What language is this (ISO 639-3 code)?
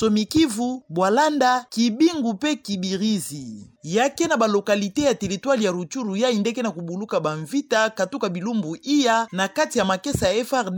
ktu